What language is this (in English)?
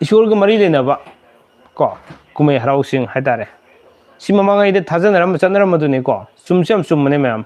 Manipuri